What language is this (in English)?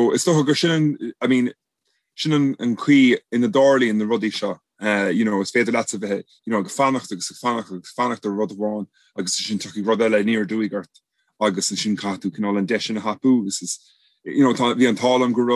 Irish